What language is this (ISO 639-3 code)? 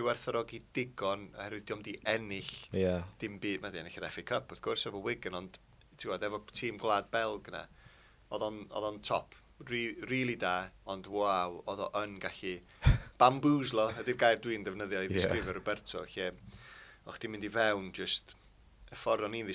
cym